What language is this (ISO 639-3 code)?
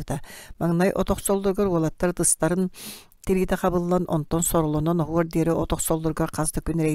sah